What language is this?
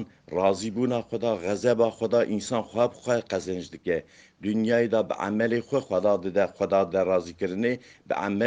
Kurdish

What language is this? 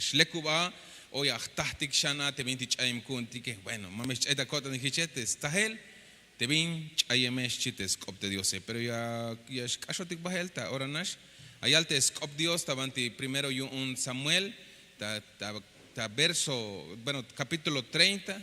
Tzeltal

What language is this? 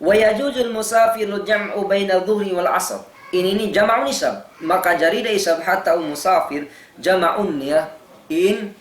Tausug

